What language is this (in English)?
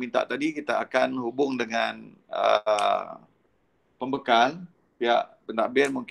Malay